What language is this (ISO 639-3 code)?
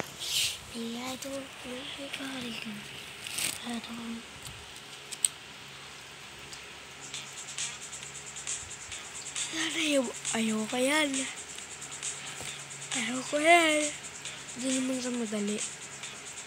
fil